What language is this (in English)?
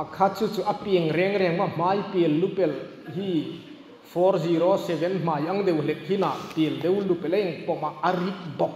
Hmar